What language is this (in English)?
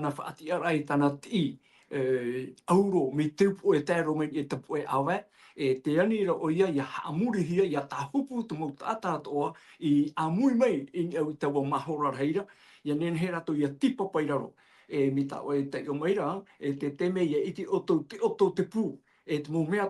Tahitian